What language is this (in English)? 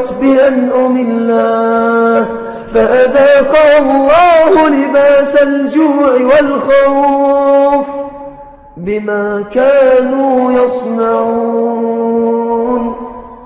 Arabic